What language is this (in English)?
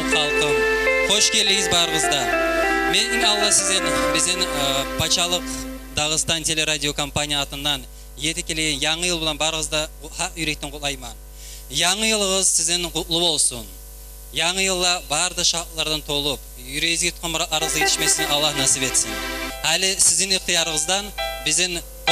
Kumyk